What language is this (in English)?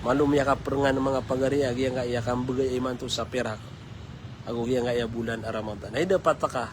Maranao